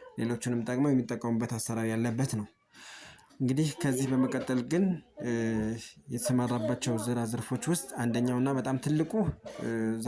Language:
Amharic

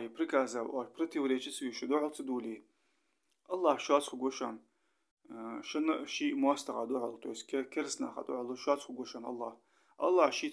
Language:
Ingush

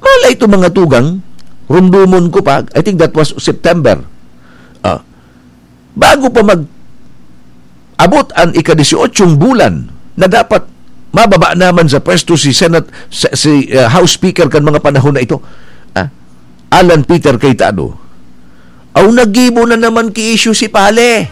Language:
Bikol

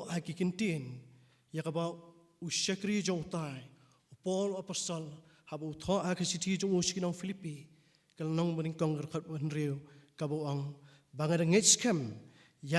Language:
Khasi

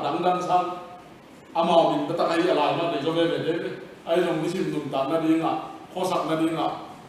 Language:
Tedim Chin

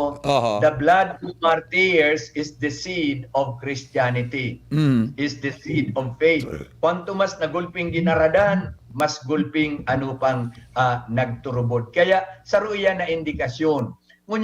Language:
Bikol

